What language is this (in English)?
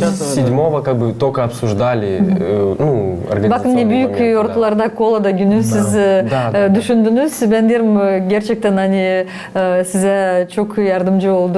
Gagauz